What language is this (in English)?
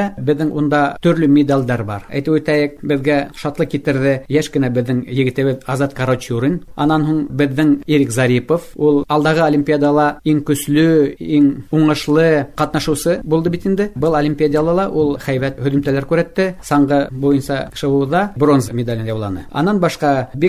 Bashkir